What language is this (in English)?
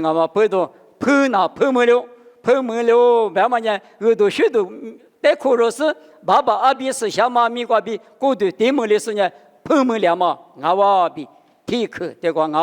Lisu